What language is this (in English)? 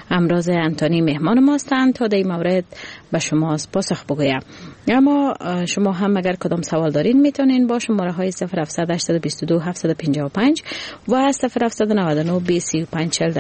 Persian